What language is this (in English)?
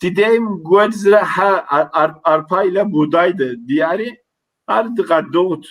Kabardian